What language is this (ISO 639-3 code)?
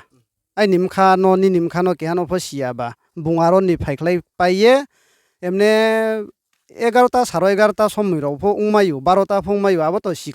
ria